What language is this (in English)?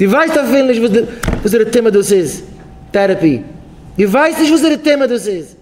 Yiddish